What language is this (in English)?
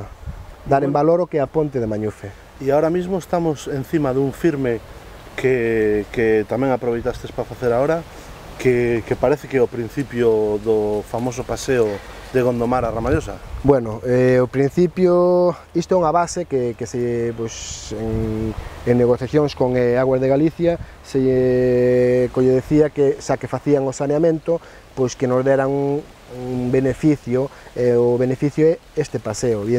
Galician